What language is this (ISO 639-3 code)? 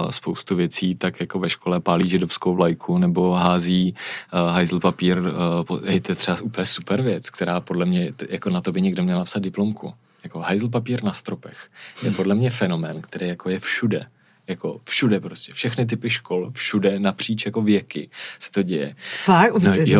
ces